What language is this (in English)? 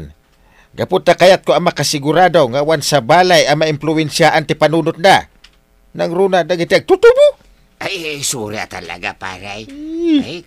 Iloko